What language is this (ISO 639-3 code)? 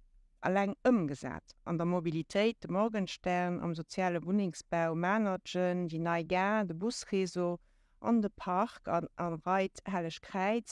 ltz